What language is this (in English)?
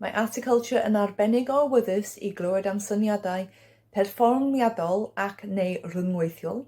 Welsh